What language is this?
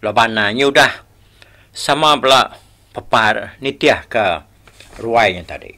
Iban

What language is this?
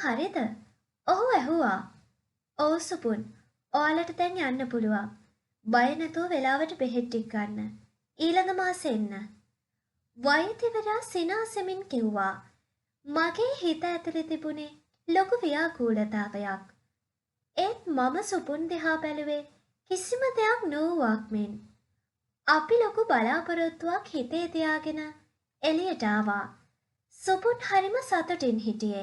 Sinhala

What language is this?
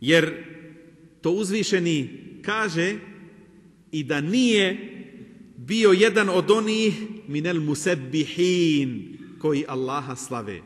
Bosnian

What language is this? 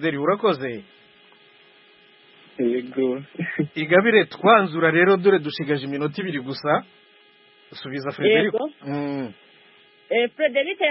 Kinyarwanda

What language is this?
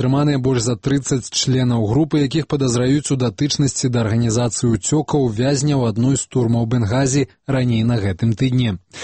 Belarusian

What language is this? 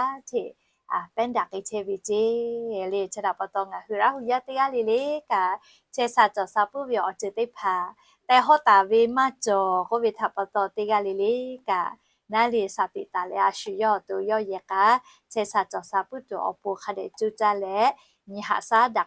Lahu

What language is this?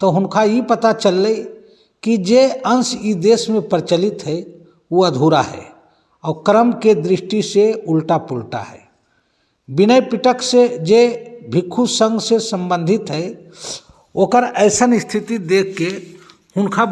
Magahi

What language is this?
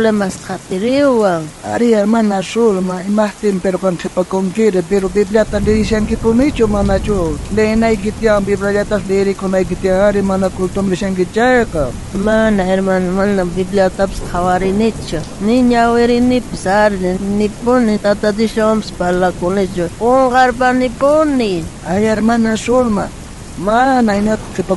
South Bolivian Quechua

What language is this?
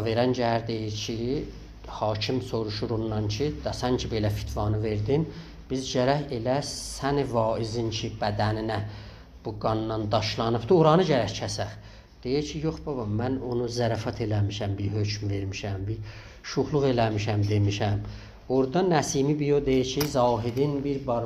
South Azerbaijani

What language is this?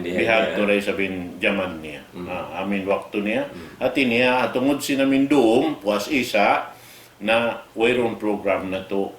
Tausug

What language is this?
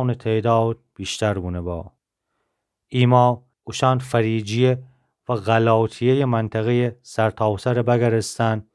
Gilaki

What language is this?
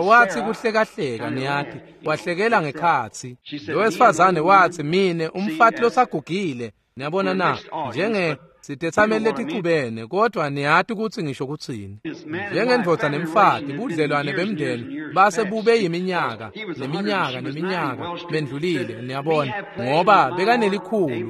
Swati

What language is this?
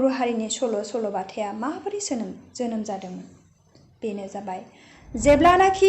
Bodo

